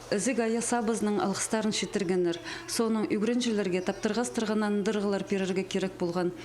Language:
Khakas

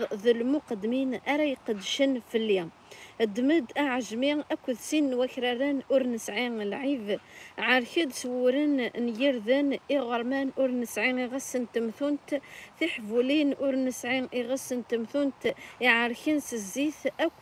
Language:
Kabyle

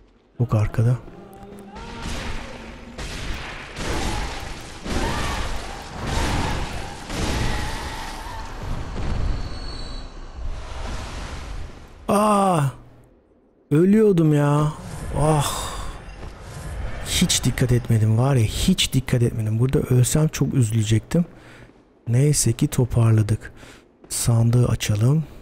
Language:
Turkish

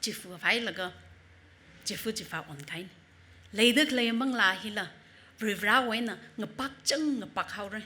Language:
Tangkhul Naga (India)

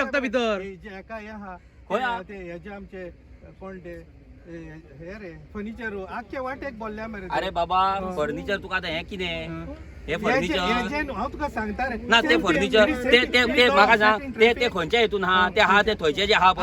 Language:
Konkani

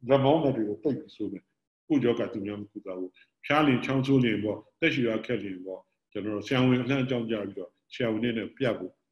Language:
Burmese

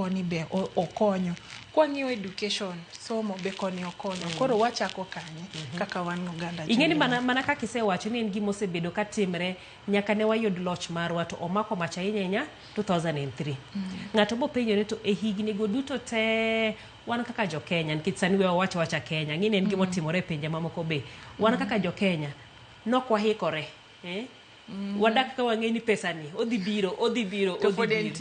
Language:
Luo (Kenya and Tanzania)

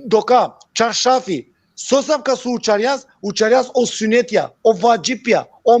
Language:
Balkan Romani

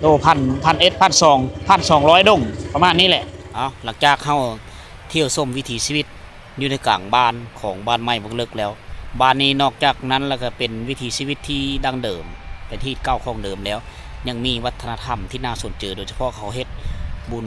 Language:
Lao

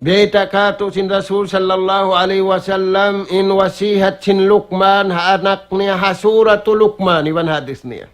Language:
Tausug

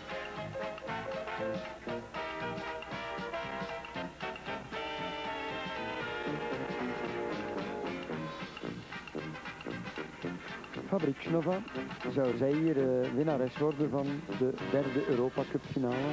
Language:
Dutch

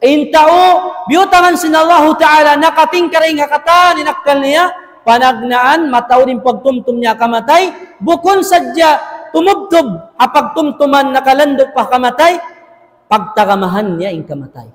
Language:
Tausug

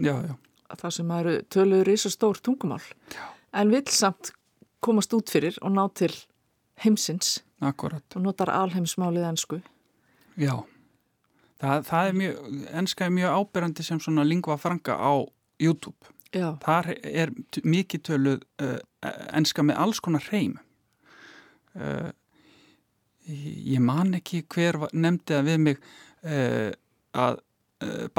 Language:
Icelandic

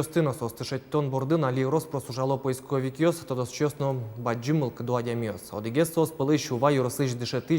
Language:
Udmurt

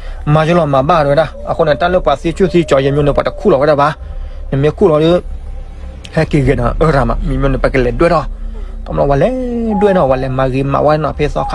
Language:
S'gaw Karen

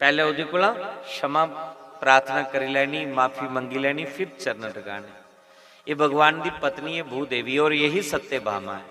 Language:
Dogri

